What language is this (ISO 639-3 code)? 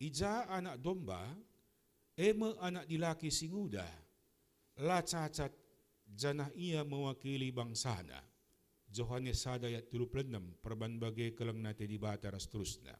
btx